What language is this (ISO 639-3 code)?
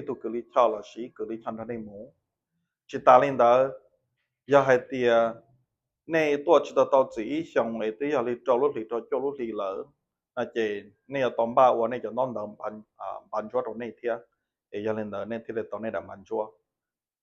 hmn